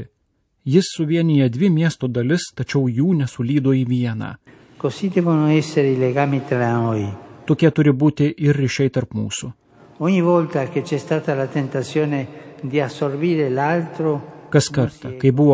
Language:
Lithuanian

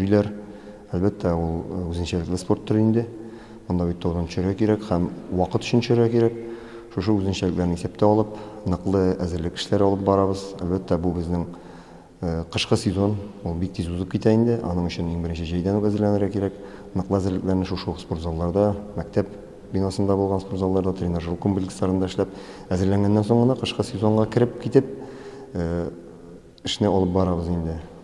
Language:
Tatar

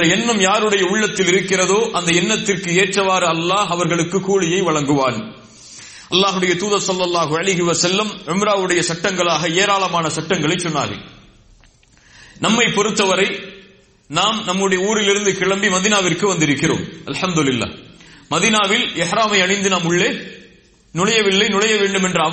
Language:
Tamil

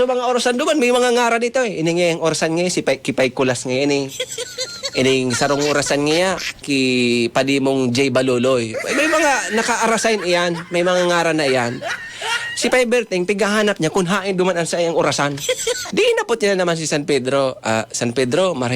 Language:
Bikol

